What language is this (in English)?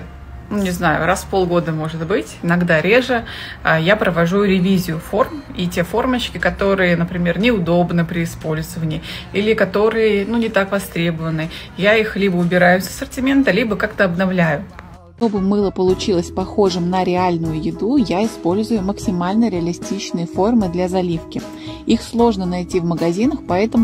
Russian